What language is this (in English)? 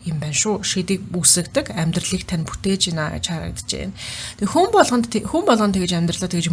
Mongolian